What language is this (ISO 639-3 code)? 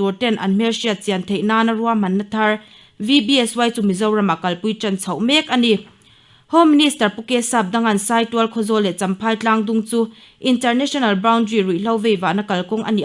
lus